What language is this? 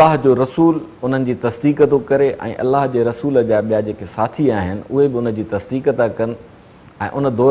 Sindhi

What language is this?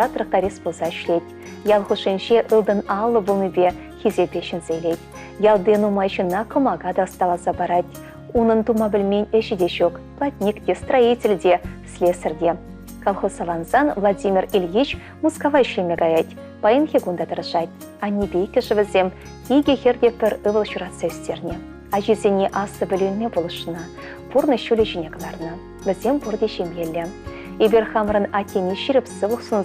Chuvash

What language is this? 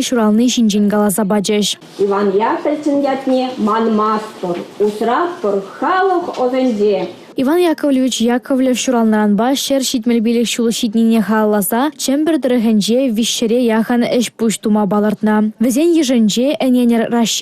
Chuvash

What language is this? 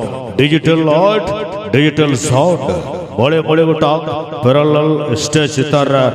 Santali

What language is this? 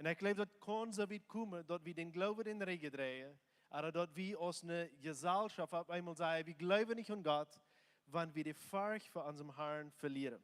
Plautdietsch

